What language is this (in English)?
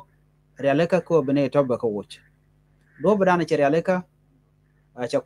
Nuer